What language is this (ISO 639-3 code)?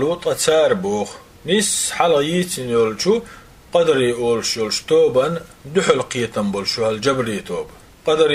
che